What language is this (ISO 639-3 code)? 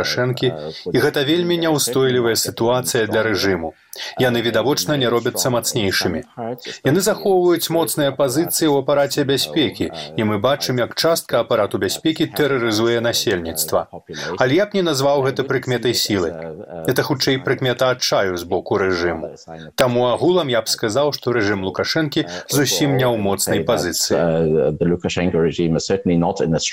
bel